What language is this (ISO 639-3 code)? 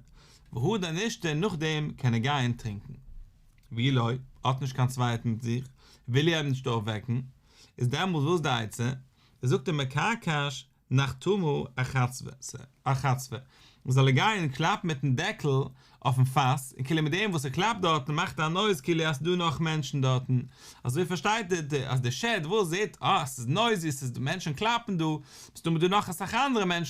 yid